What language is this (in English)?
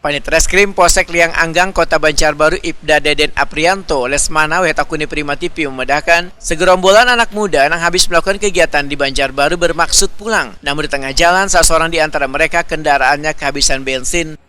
Banjar